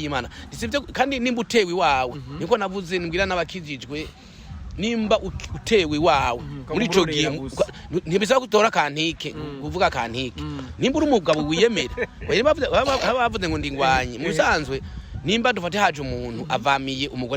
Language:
Rundi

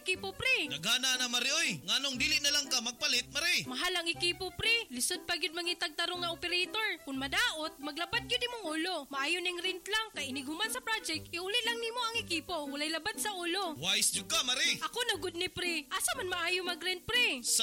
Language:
Cebuano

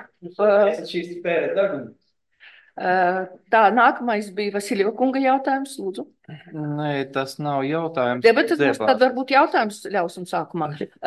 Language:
Latvian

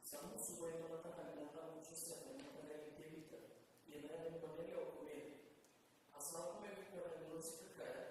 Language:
Fijian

